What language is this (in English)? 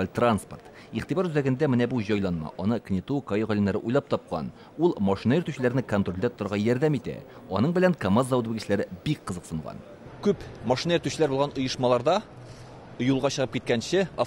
Tatar